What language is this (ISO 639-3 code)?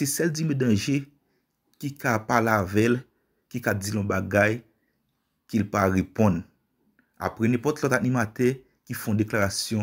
hat